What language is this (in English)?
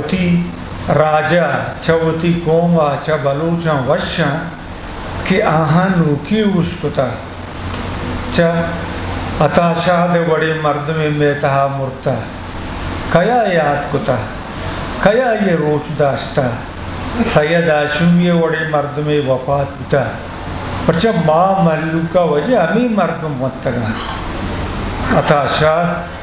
Eastern Balochi